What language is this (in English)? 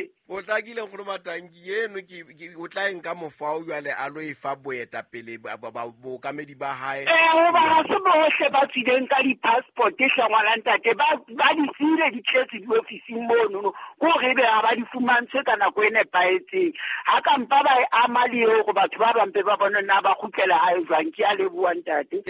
Southern Sotho